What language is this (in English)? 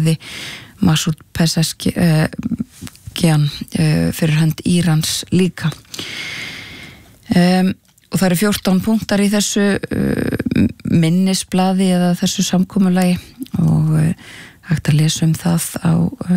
Icelandic